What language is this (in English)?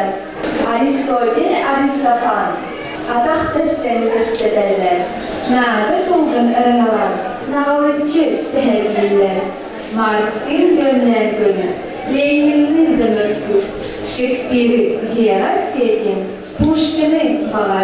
Yakut